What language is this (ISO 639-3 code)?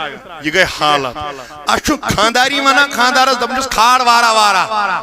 kas